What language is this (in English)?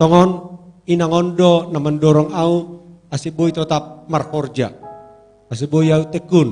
Batak Simalungun